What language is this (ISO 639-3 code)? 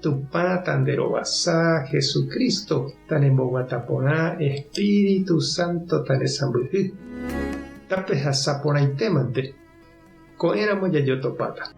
grn